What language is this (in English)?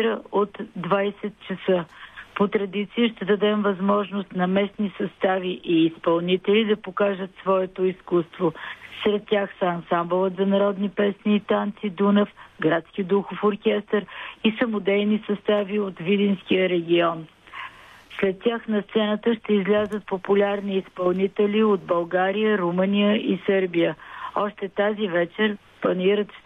Bulgarian